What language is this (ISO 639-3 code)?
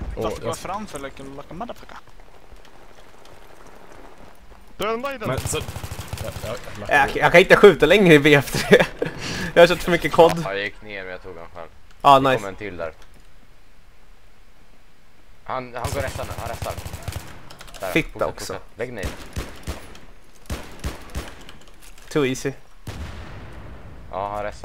swe